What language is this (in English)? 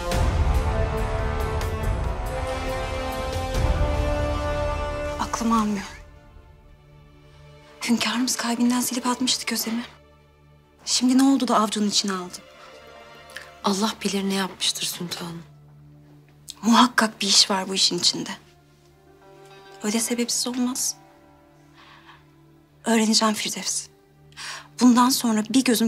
Turkish